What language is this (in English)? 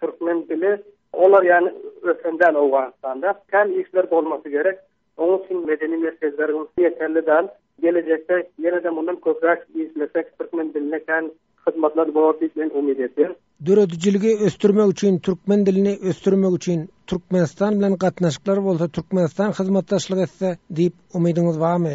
Turkmen